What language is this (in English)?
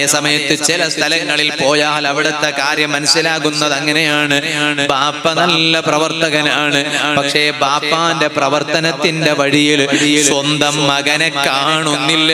Malayalam